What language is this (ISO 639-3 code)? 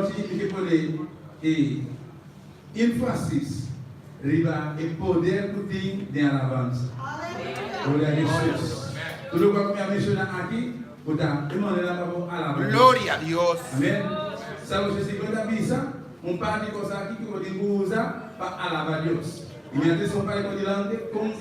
pap